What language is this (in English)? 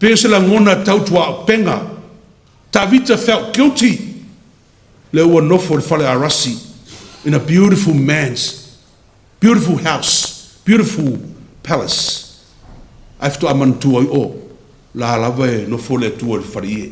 Samoan